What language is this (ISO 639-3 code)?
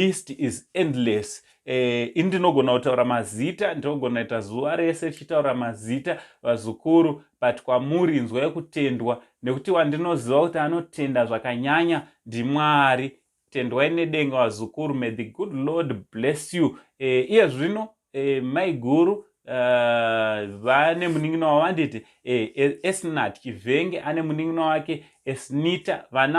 sna